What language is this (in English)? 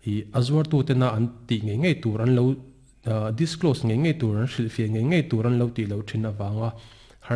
Mizo